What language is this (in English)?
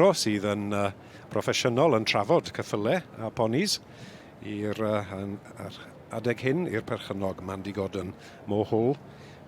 Welsh